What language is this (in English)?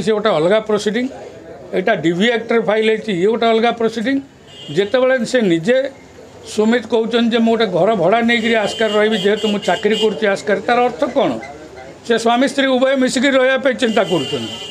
Odia